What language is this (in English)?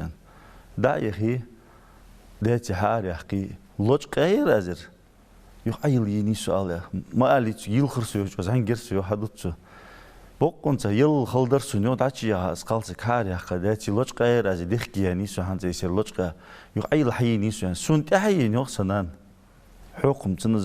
Ingush